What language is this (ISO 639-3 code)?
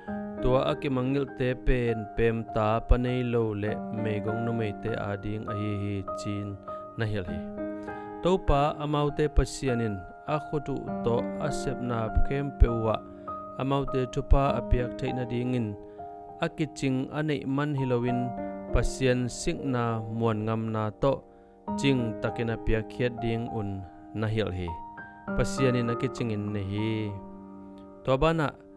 ctd